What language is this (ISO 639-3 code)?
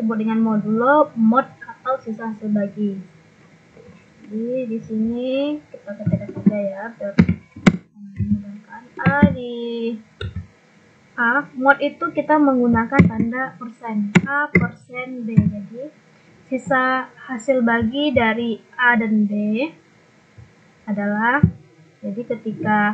ind